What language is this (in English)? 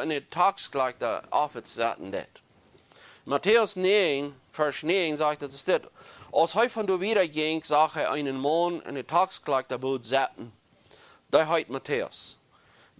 Plautdietsch